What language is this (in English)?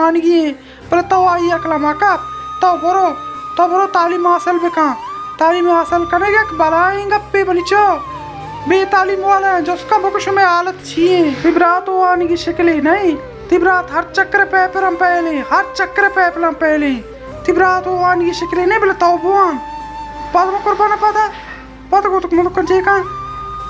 Baluchi